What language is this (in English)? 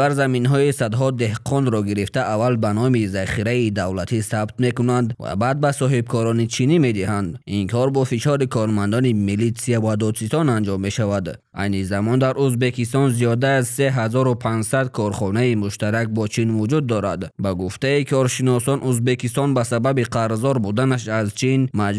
Tajik